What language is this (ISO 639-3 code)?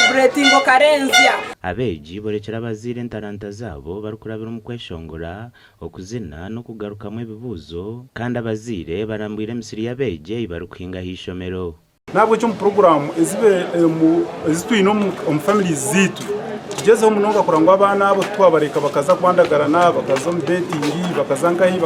nyn